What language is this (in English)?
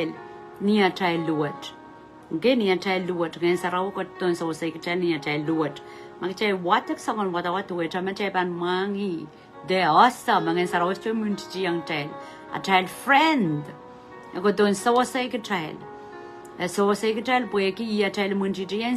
Pohnpeian